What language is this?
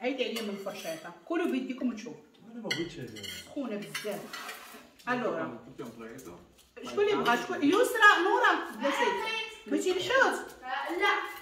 Moroccan Arabic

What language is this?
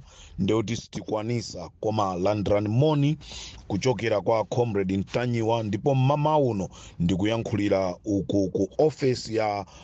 Nyanja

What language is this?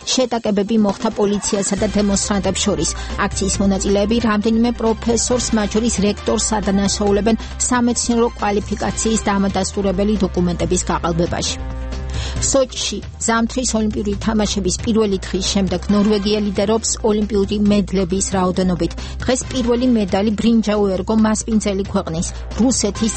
Georgian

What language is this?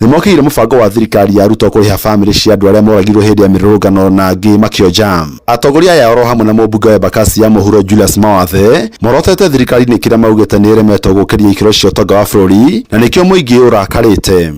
Kikuyu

